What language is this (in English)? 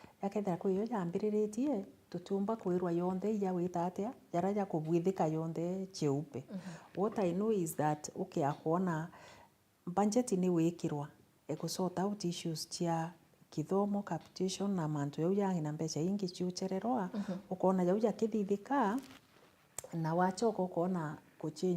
Meru